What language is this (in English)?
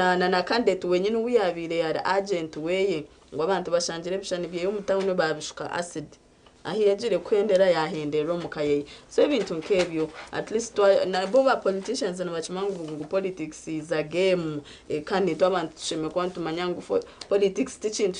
Nyankole